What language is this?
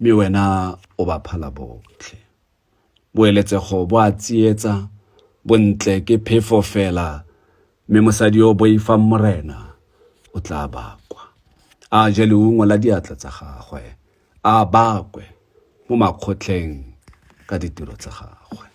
Tswana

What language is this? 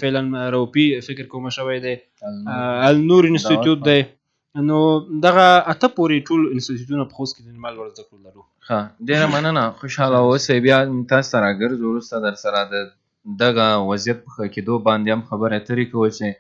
Pashto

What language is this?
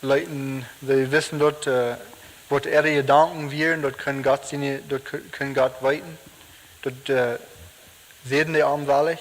Plautdietsch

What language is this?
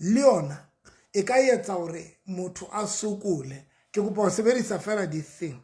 Southern Sotho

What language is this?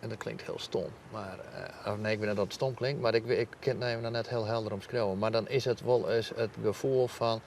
Western Frisian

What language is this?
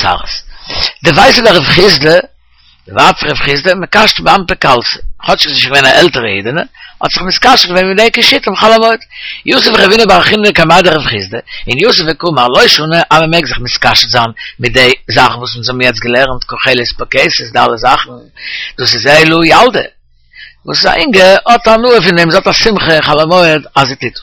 Yiddish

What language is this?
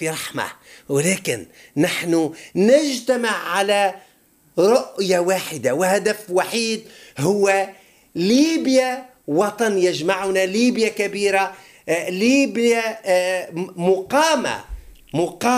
Tunisian Arabic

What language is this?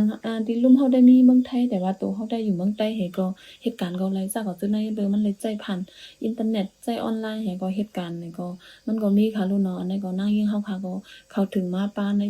Shan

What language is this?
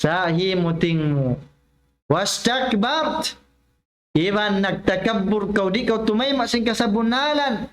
Tausug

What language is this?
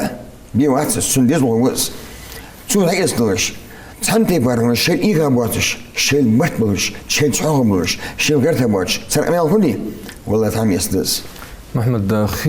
Ingush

